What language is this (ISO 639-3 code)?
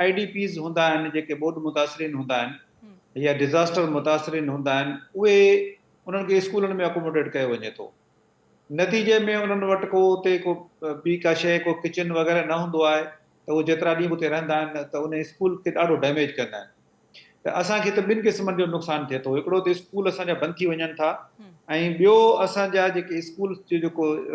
snd